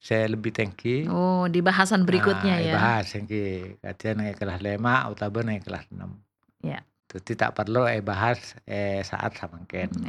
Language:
Madurese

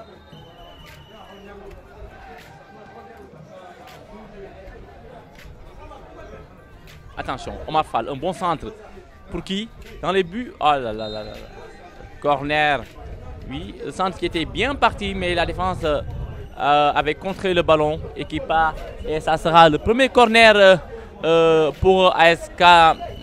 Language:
French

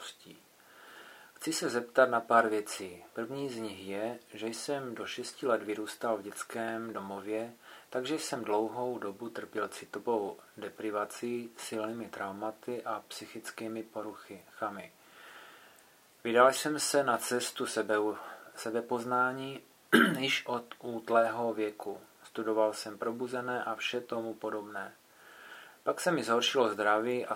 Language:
Czech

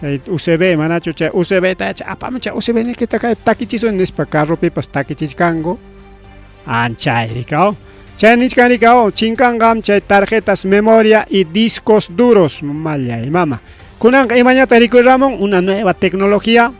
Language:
Ayacucho Quechua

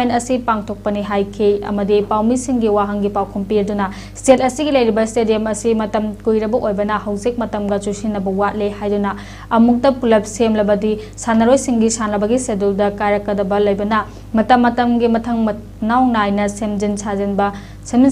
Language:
Manipuri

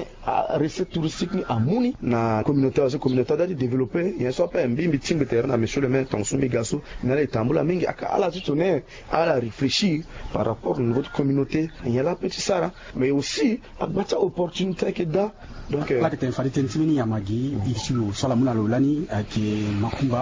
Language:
Sango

